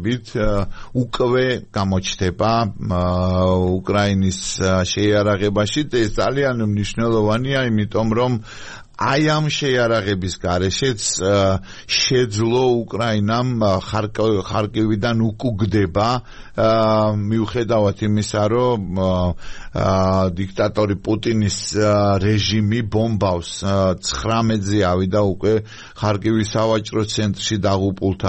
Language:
Georgian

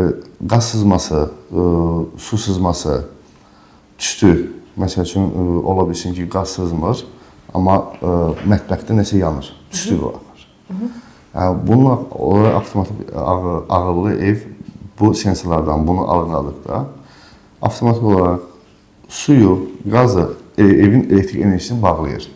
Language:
Azerbaijani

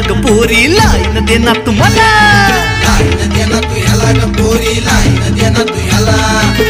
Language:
Marathi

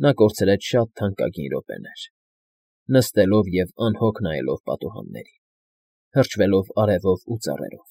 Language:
Armenian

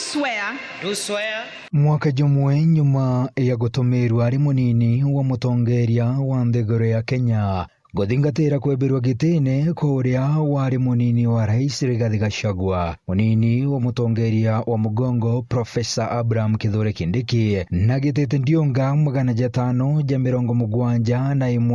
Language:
Meru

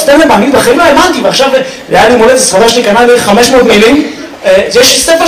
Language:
Hebrew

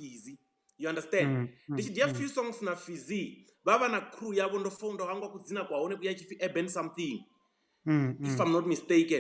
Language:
Venda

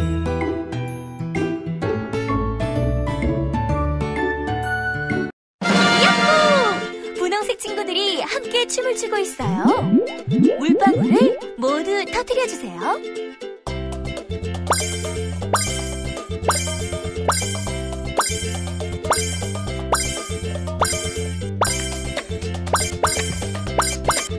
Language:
Korean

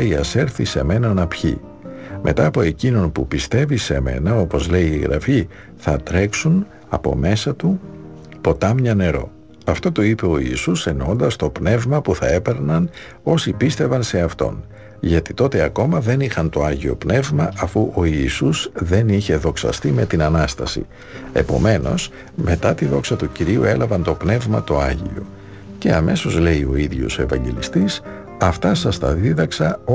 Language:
Greek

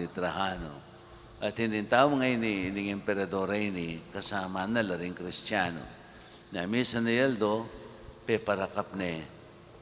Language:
Pampanga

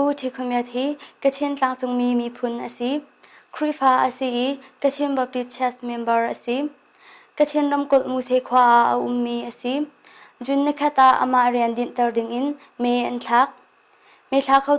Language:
Hakha Chin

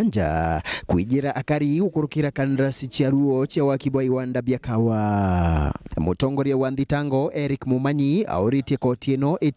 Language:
Meru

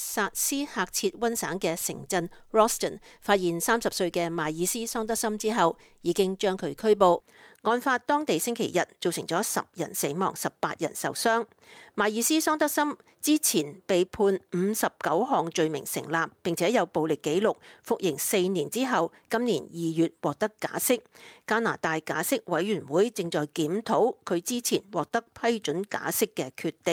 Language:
Cantonese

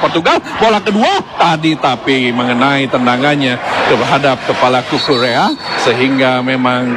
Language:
Indonesian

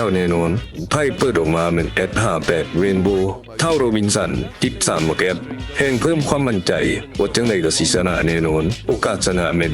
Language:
Lao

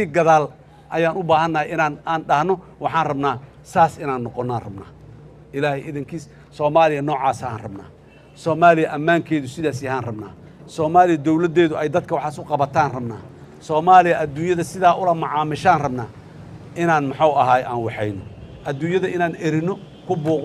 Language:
Somali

